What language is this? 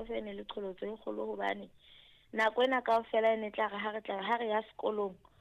Southern Sotho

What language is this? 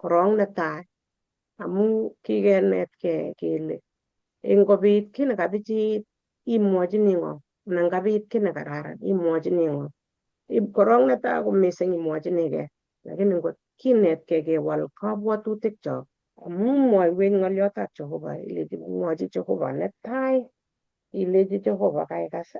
Kalenjin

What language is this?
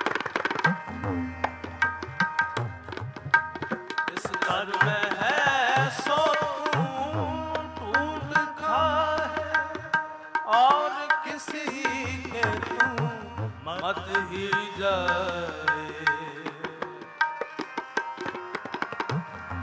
Punjabi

